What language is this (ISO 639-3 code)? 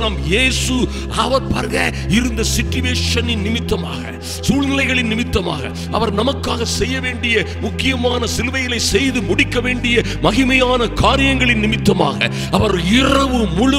tam